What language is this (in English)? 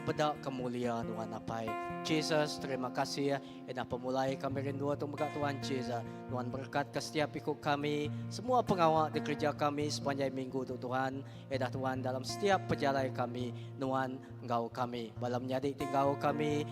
Iban